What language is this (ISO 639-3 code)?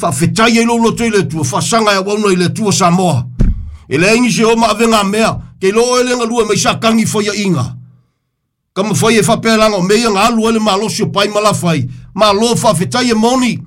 smo